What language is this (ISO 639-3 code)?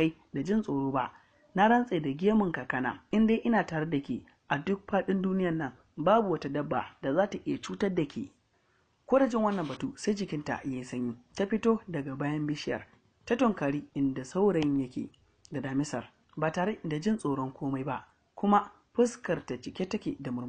hau